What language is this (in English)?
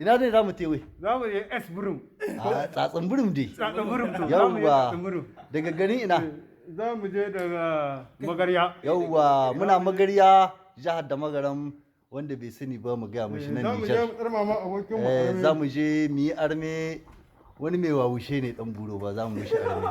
Hausa